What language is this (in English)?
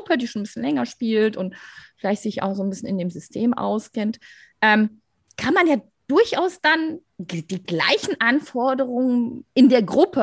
German